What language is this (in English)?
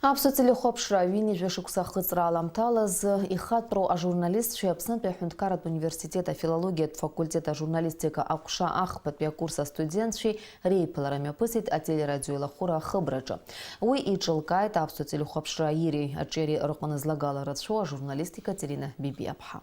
Abkhazian